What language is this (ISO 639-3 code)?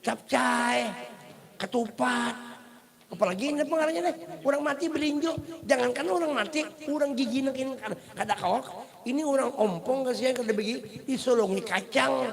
bjn